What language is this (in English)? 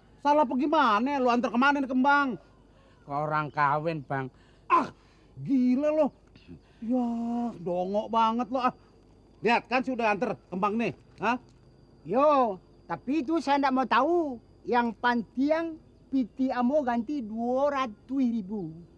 Betawi